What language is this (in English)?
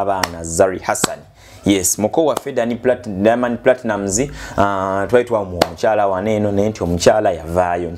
Ganda